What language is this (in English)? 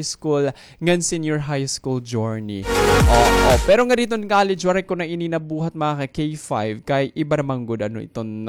Waray